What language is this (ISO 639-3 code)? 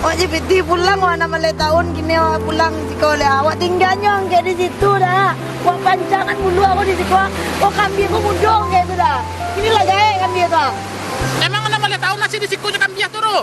min